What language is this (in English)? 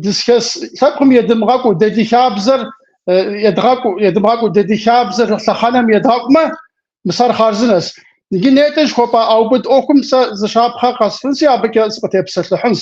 Kabardian